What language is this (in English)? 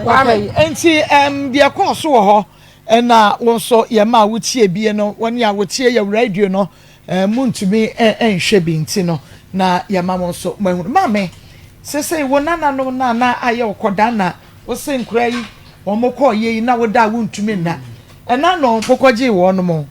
Akan